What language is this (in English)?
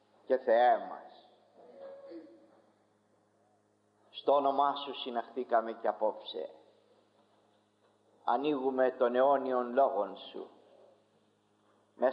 Greek